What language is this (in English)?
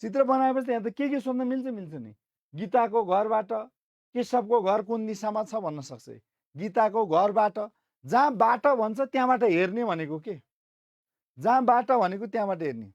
Nepali